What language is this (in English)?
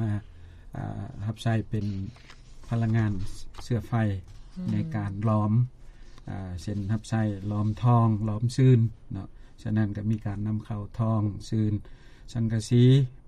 Lao